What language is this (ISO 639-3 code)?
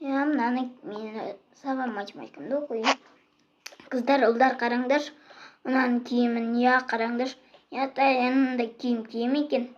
kaz